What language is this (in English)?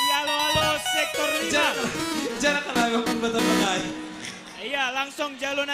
Batak Simalungun